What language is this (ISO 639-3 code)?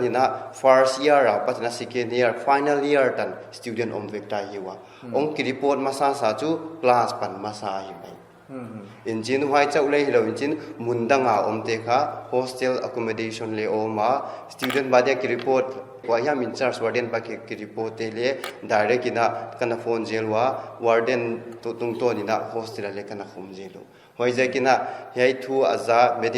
pck